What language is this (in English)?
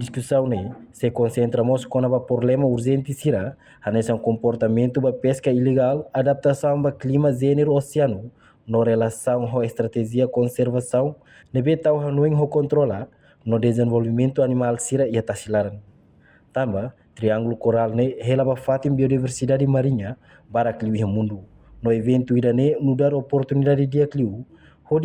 Tetum